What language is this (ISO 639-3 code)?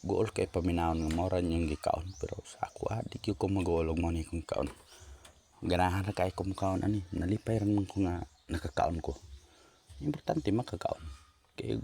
ceb